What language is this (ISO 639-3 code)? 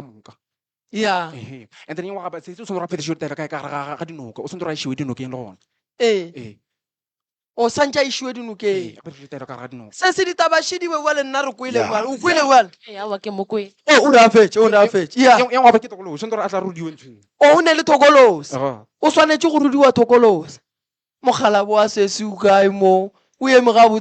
nso